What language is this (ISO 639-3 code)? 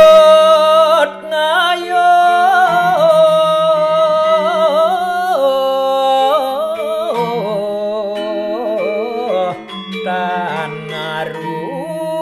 ban